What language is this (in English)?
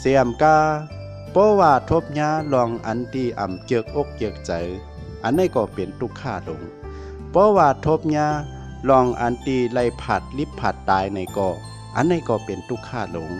Shan